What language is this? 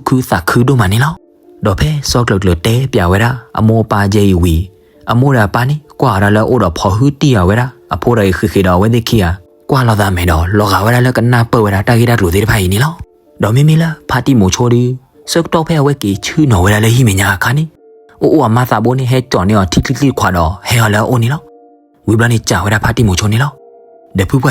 S'gaw Karen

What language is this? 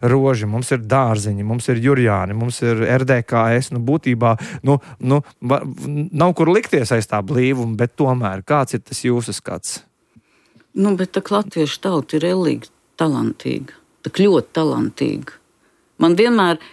Latvian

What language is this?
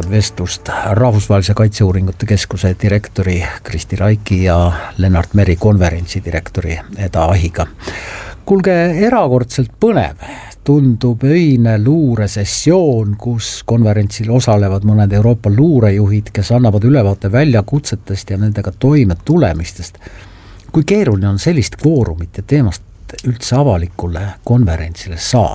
Estonian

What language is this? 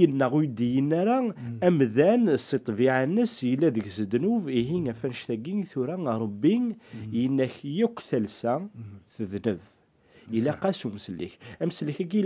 Kabyle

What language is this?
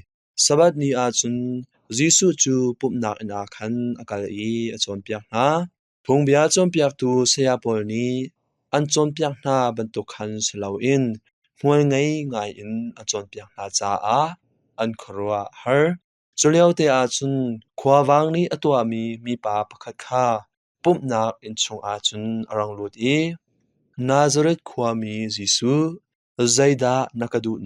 Hakha Chin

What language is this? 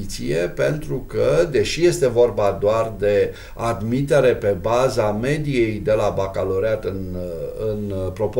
Romanian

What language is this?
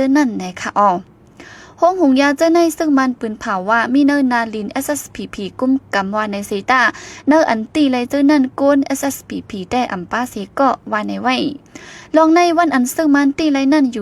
Shan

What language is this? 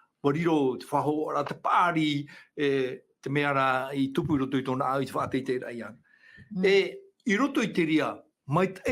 Tahitian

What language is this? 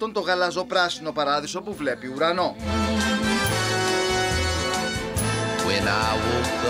Greek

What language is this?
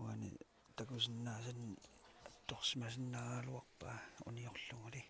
Kalaallisut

